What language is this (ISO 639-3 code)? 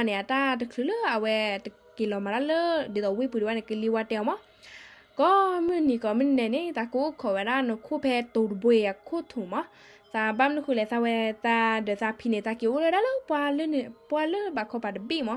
ksw